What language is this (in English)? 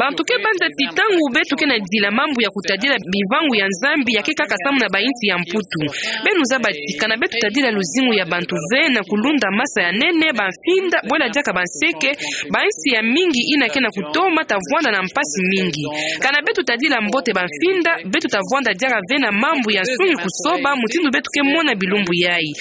Kituba (Democratic Republic of Congo)